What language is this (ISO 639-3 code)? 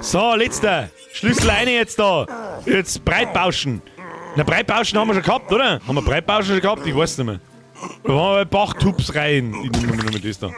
bar